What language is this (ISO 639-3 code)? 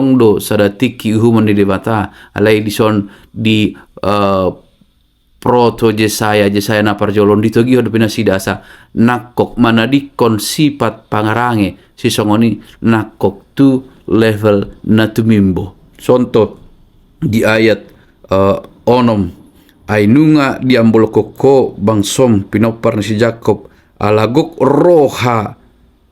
bbc